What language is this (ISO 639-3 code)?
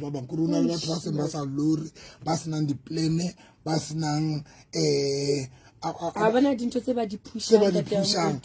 sot